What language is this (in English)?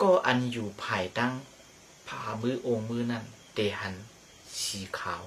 Shan